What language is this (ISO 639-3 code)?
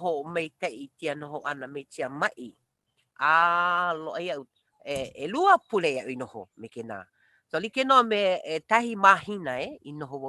haw